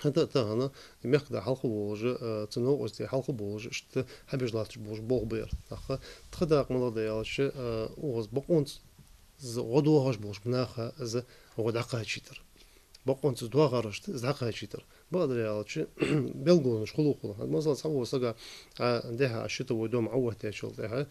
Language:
Ingush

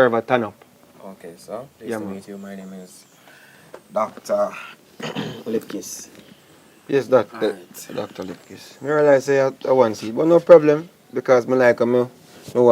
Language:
Jamaican Creole English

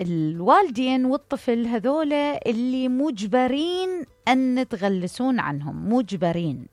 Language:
Mesopotamian Arabic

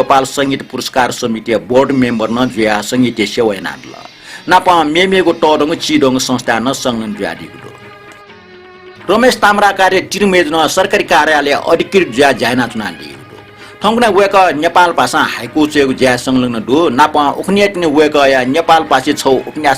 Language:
Newari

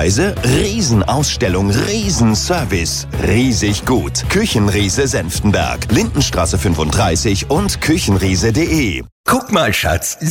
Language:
German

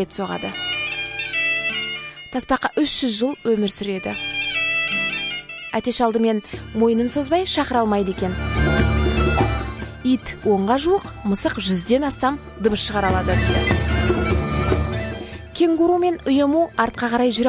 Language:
Kazakh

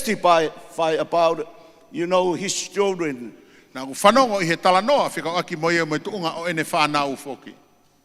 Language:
Tongan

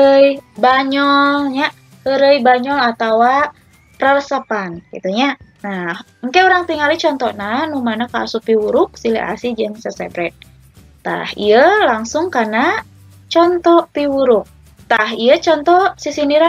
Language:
Sundanese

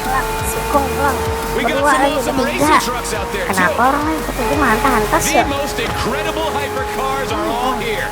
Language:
Banjar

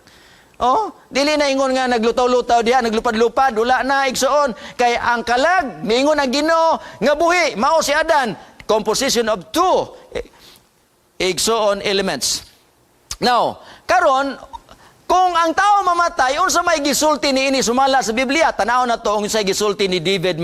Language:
Cebuano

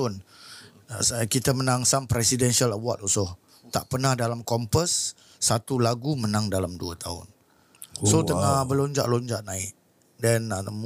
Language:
Malay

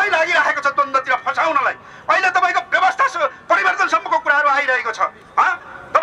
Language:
Nepali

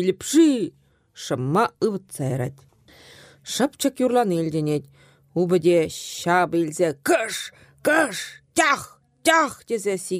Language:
Chuvash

